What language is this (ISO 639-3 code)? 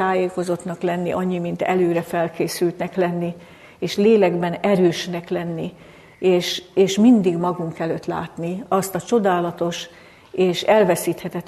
hun